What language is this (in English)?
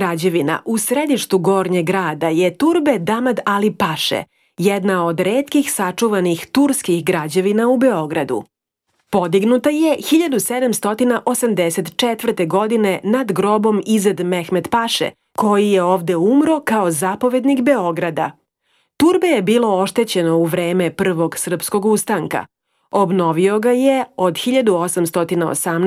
Serbian